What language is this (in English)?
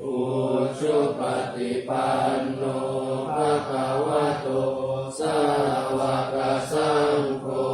Pali